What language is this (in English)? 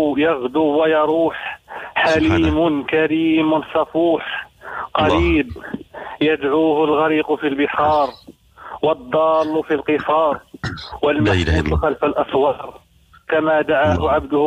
Moroccan Arabic